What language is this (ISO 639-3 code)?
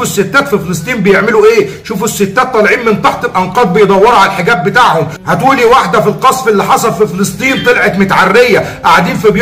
arz